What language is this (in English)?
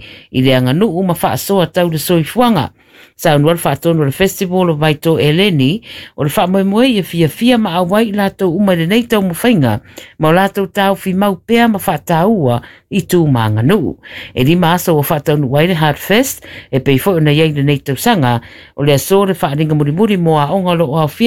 Samoan